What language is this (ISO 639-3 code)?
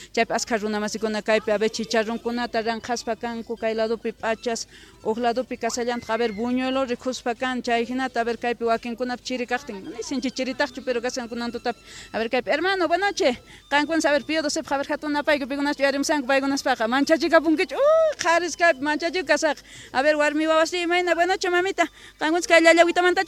quh